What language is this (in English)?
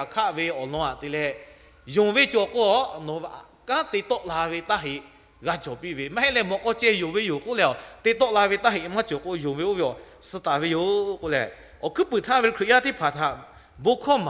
Lahu